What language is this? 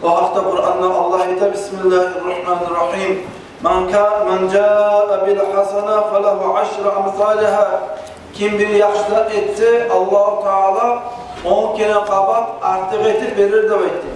Kumyk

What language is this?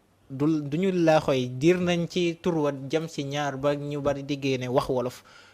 Wolof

